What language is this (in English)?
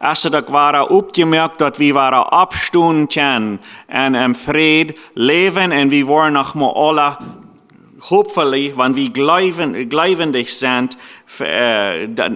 Plautdietsch